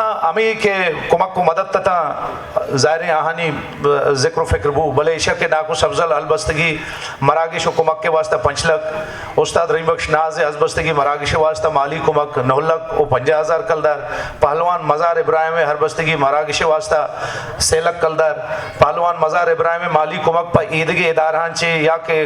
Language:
Eastern Balochi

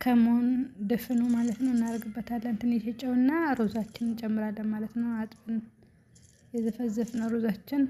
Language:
Amharic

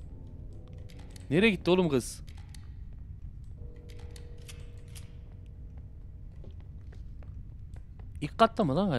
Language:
Turkish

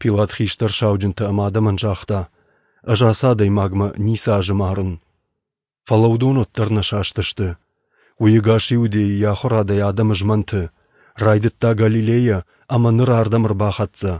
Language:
Ossetic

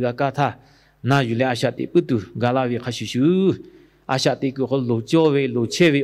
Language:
Lahu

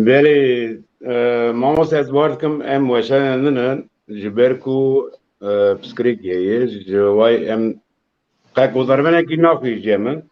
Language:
Kurdish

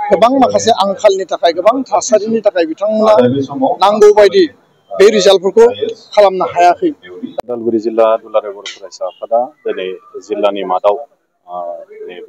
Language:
Bodo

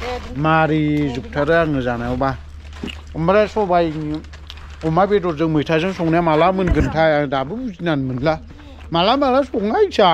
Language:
Bodo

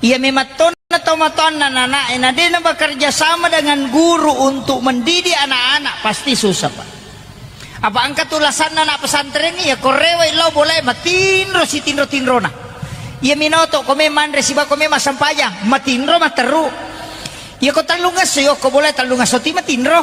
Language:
Buginese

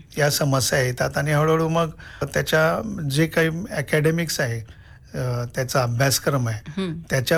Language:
Marathi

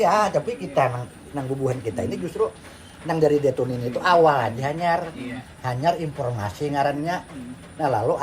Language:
Banjar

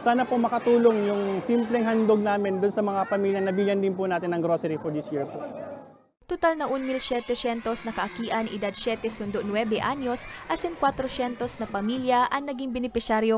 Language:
Bikol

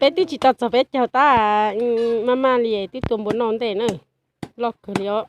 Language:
Hmong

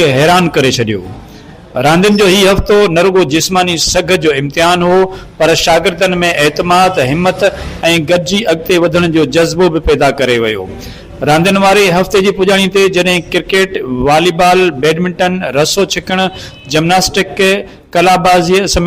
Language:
Sindhi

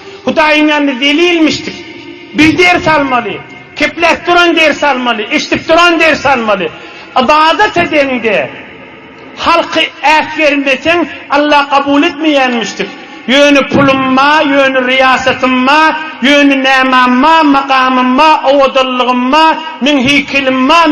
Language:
Turkmen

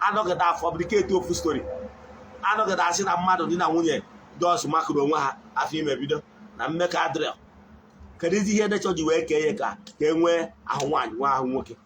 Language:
Igbo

